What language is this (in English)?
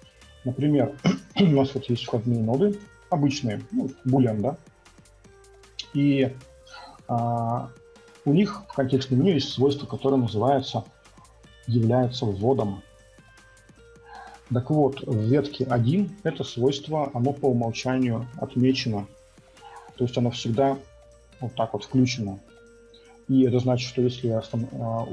Russian